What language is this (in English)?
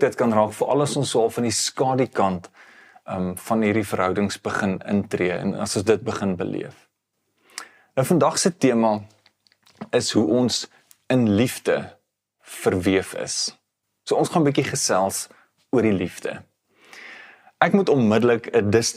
Afrikaans